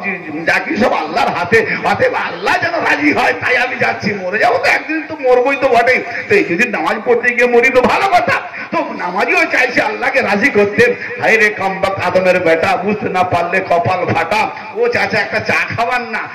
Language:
Bangla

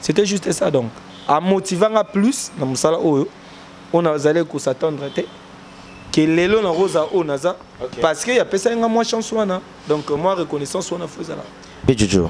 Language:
Lingala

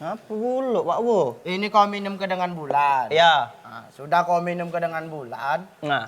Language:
Musi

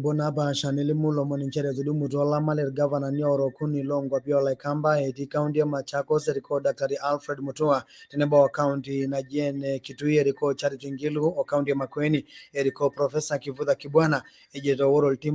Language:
Masai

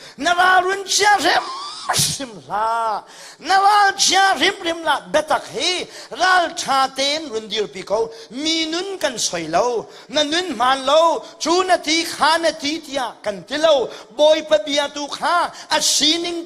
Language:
Hakha Chin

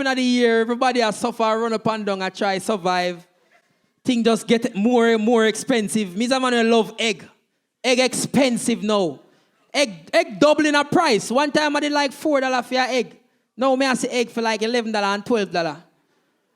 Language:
Jamaican Creole English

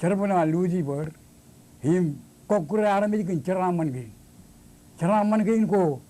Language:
Marshallese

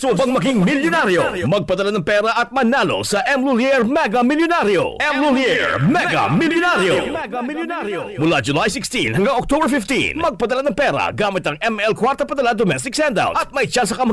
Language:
Bikol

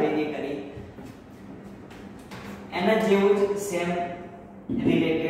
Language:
Gujarati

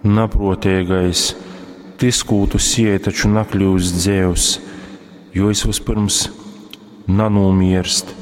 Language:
Latgalian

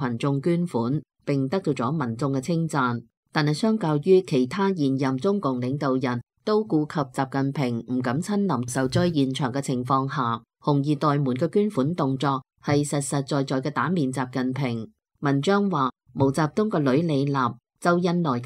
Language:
Cantonese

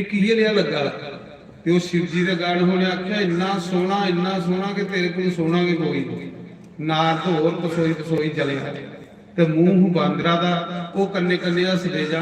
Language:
Dogri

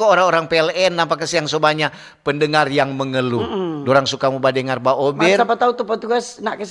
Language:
Manado Malay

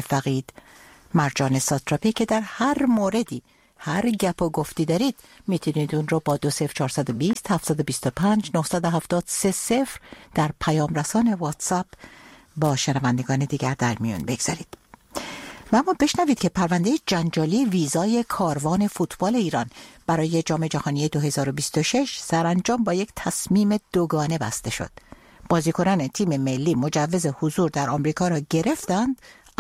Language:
Persian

